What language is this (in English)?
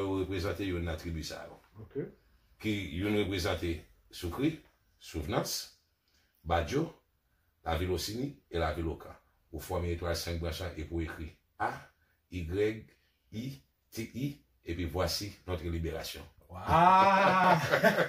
Haitian Creole